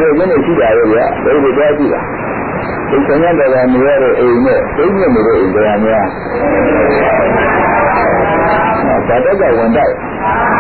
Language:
Burmese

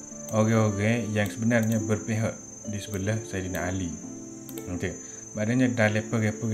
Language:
Malay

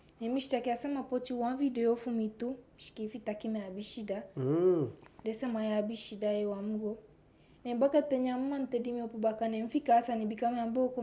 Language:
Eastern Maroon Creole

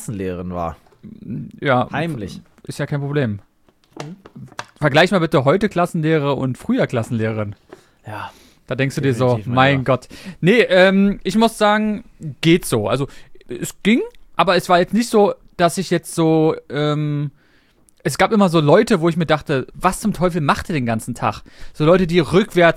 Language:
German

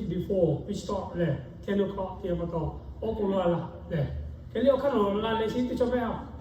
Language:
Lahu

